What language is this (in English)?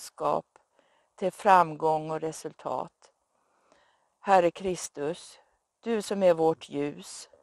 Swedish